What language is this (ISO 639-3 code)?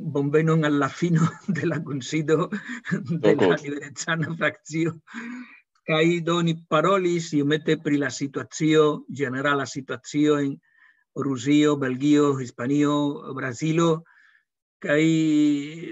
epo